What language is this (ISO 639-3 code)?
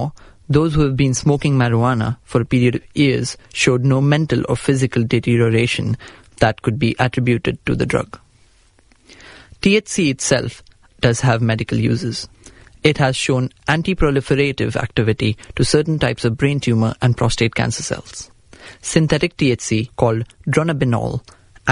eng